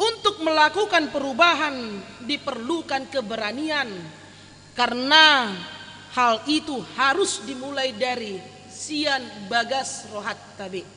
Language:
Batak Toba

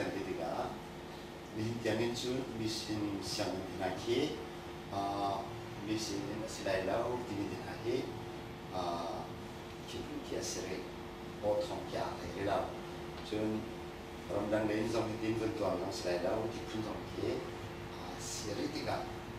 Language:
Hakha Chin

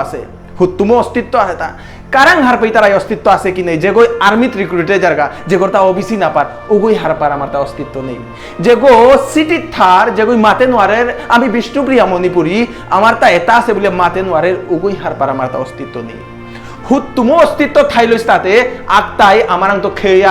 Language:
Bishnupriya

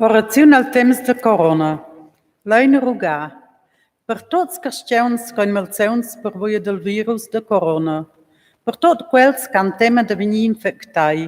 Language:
Romansh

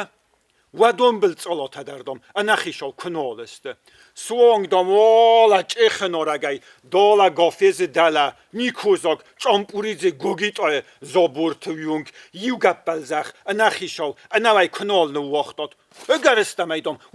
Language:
Ossetic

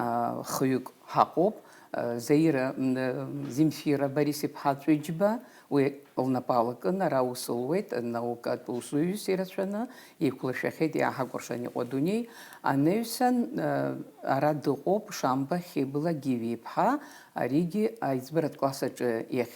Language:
Abkhazian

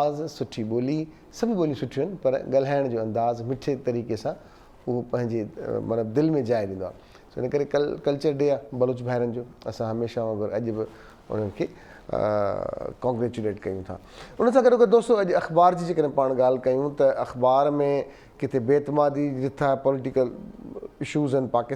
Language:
Sindhi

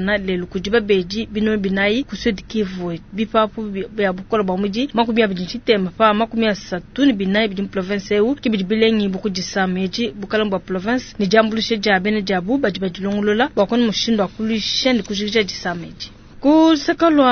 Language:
Luba-Lulua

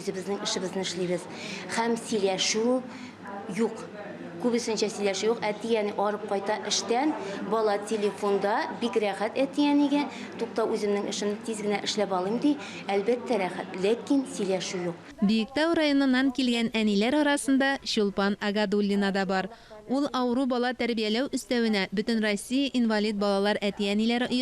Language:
Tatar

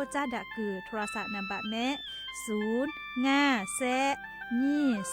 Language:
Lahu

